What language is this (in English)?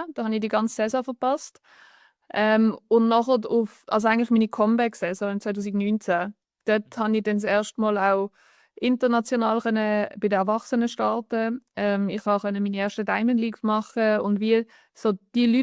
Swiss German